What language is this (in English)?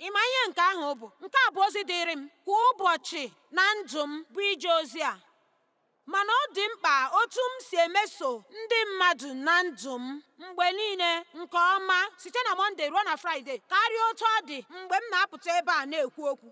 Igbo